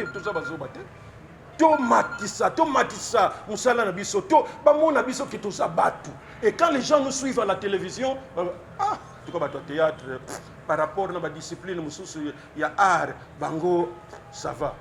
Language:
Lingala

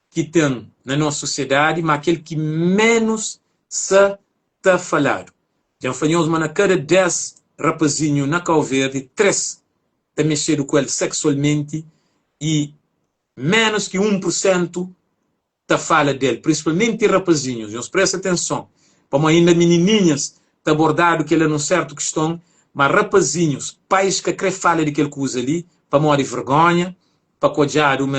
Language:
Kabuverdianu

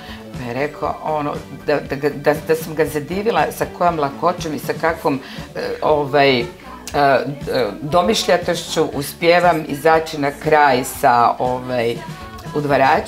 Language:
Croatian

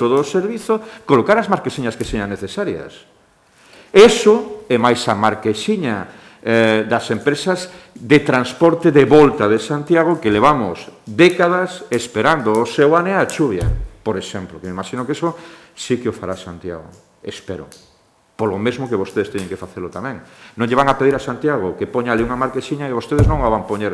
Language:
Galician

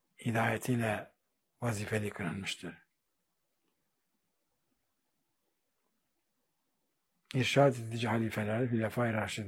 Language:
Turkish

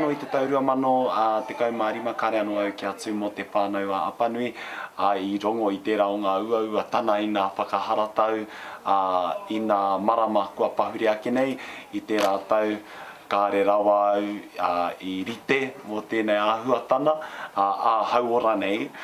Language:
Māori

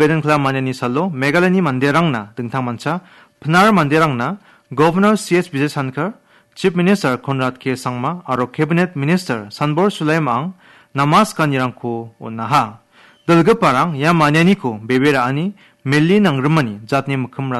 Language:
Garo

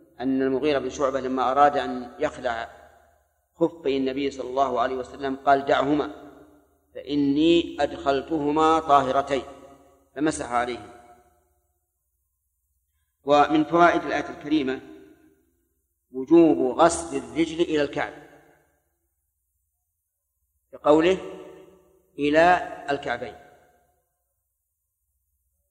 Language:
Arabic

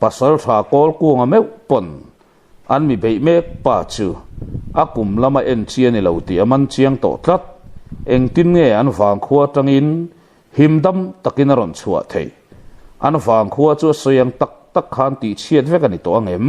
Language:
Mizo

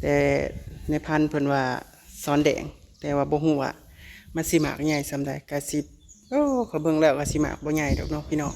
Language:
Northeastern Thai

